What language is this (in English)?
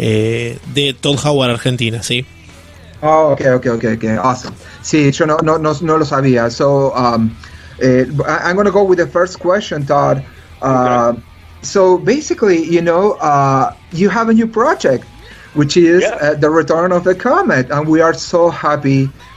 Spanish